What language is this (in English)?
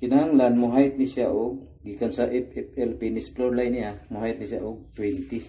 Cebuano